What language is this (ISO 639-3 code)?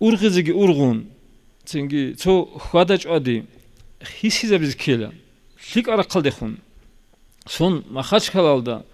ava